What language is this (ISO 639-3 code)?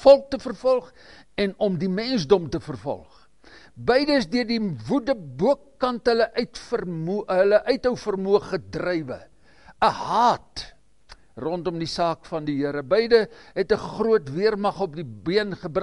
afr